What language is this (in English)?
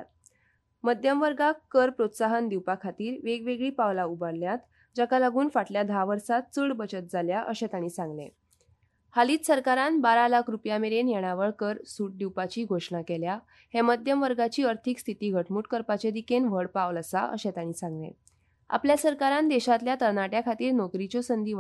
Konkani